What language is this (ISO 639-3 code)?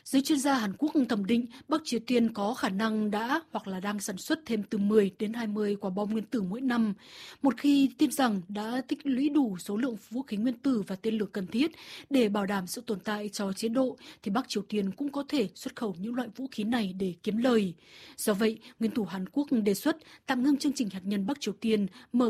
vie